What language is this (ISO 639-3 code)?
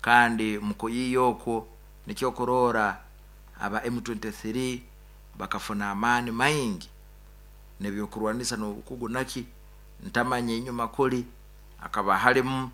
nyo